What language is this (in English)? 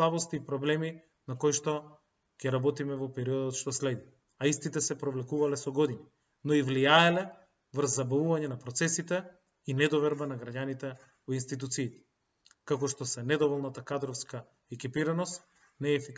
Macedonian